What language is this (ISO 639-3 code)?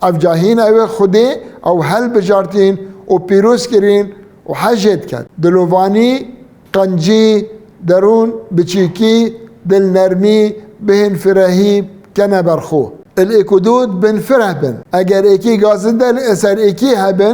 kur